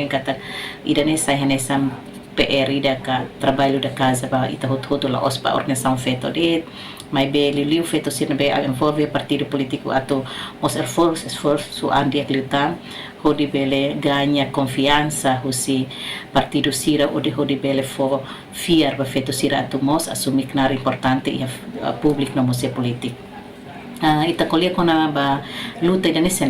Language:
Tetum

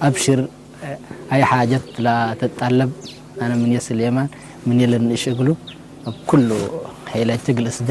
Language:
Tigre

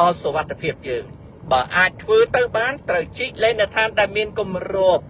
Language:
Khmer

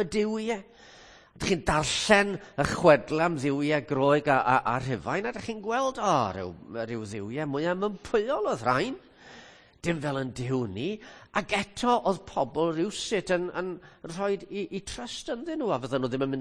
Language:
Welsh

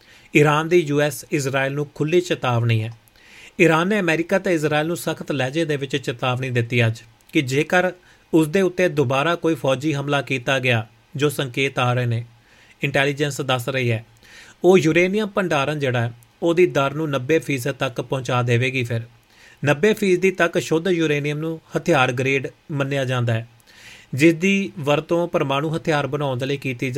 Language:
Punjabi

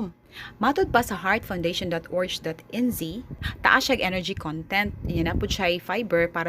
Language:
Cebuano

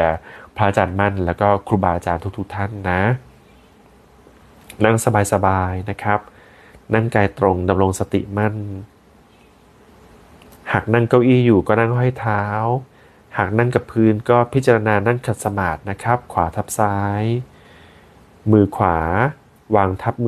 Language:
Thai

